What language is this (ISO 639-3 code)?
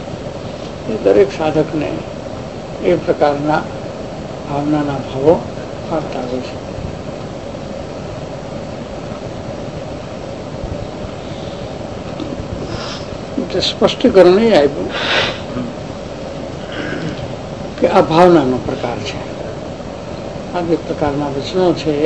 guj